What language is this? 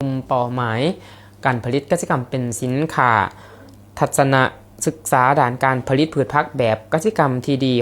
Lao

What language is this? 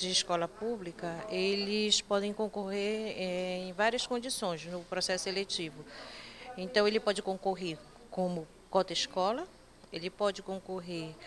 Portuguese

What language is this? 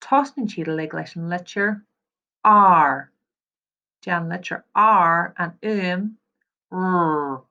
Irish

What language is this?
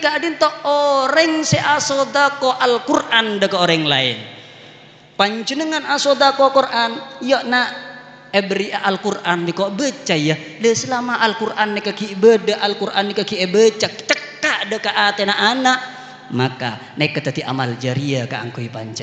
Madurese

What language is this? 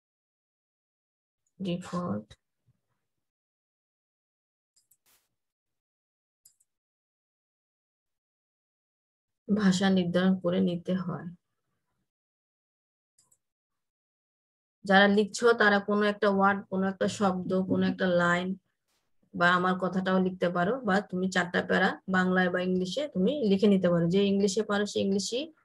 Bangla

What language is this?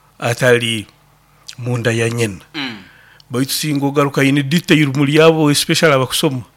Nyoro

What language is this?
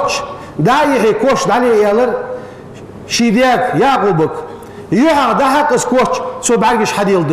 Ingush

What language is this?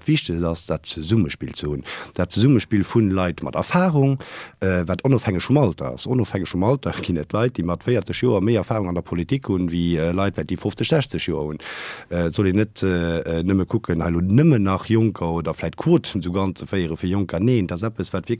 Luxembourgish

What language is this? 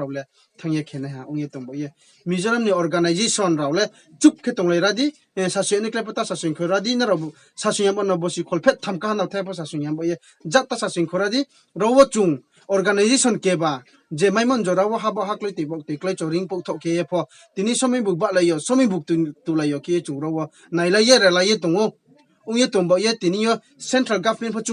Riang (India)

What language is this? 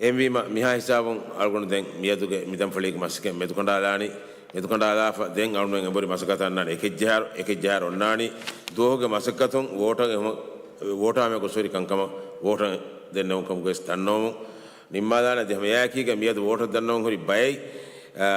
Divehi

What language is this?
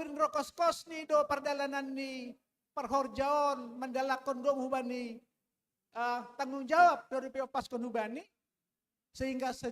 Batak Simalungun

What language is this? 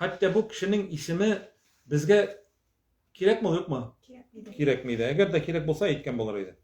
Tatar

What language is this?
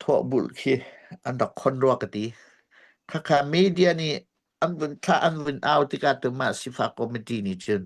Hakha Chin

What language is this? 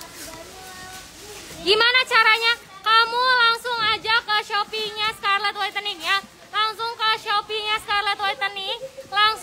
Indonesian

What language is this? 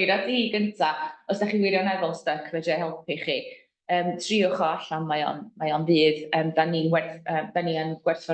Welsh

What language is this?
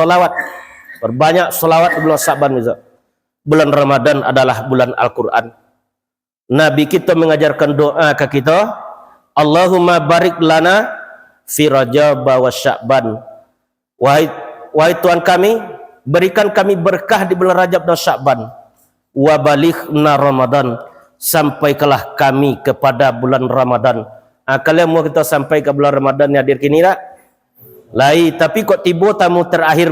Minangkabau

